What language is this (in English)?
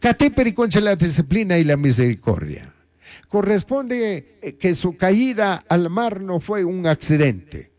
Chimborazo Highland Quichua